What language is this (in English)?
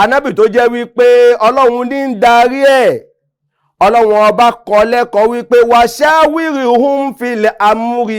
Yoruba